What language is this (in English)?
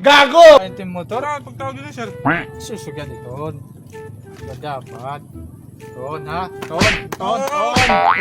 Waray